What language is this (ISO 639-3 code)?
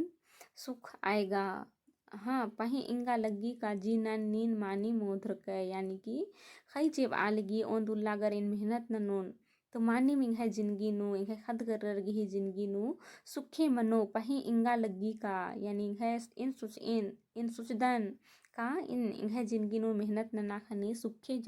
kru